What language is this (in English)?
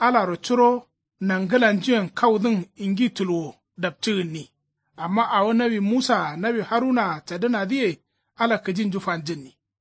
Kanuri